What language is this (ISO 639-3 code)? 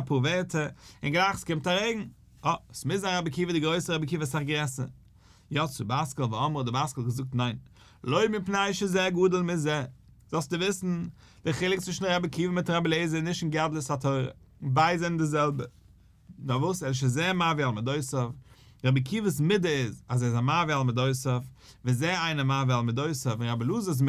yid